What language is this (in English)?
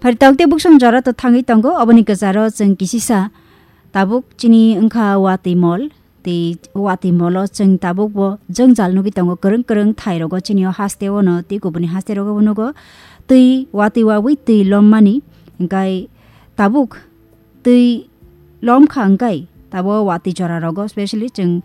Kok Borok